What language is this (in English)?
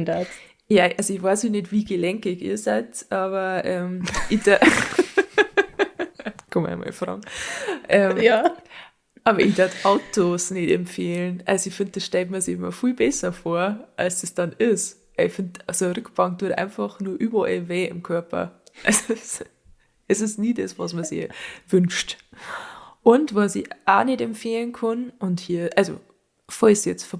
Bavarian